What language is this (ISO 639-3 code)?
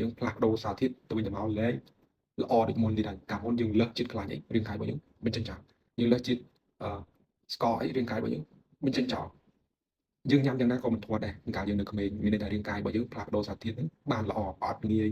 khm